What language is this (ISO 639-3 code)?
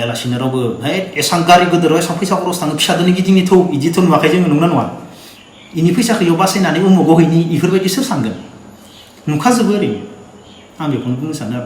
brx